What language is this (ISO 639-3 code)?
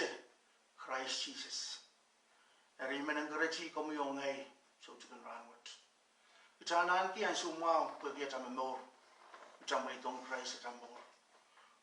pon